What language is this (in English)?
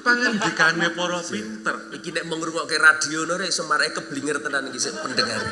Javanese